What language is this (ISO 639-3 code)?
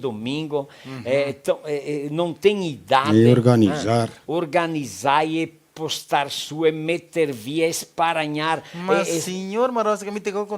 vec